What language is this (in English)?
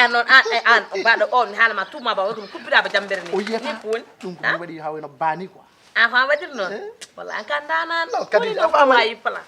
Fula